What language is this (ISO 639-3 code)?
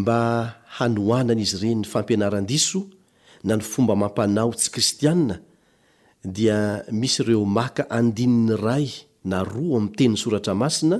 mlg